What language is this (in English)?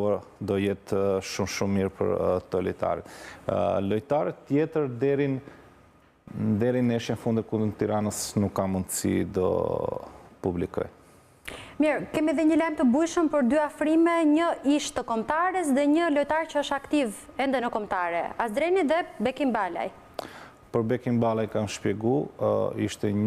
Albanian